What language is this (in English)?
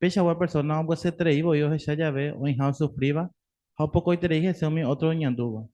Guarani